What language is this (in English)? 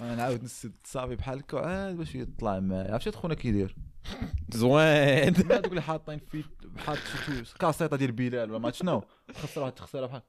Moroccan Arabic